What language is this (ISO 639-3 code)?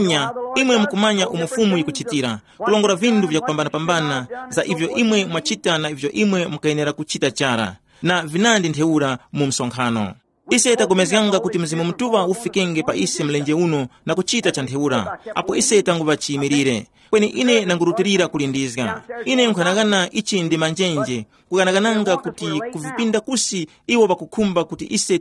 tum